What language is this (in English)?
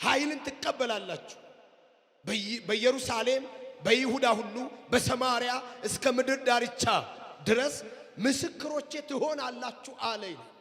Amharic